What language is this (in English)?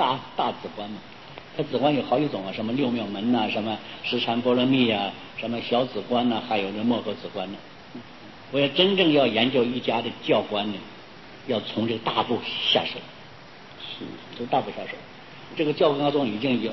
Chinese